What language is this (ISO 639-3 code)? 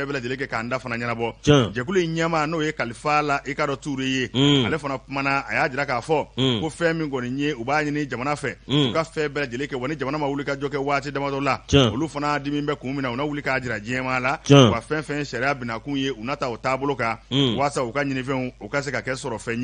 bam